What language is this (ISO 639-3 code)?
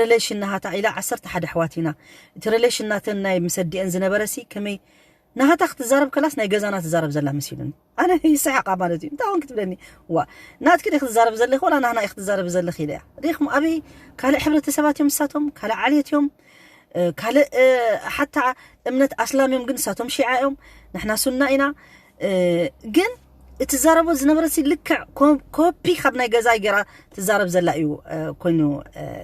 tir